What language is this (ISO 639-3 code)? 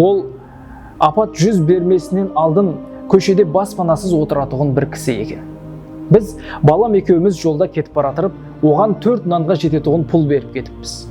kaa